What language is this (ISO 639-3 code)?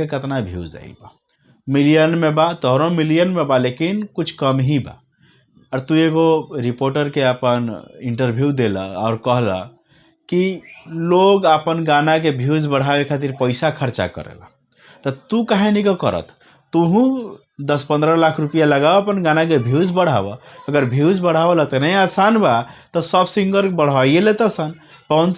bho